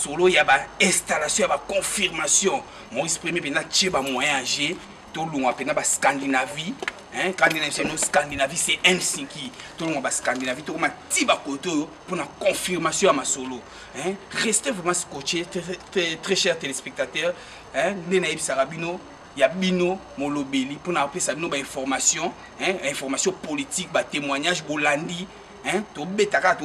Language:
Lingala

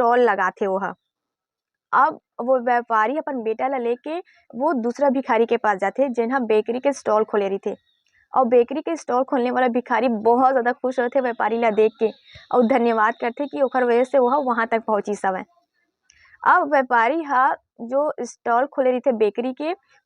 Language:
Chhattisgarhi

